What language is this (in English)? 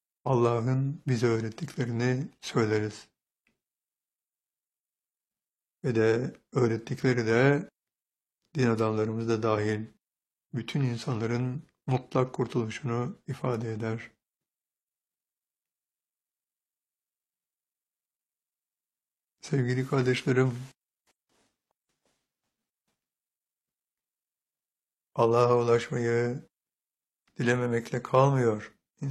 Turkish